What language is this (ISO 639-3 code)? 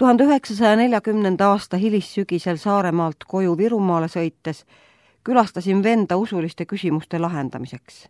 est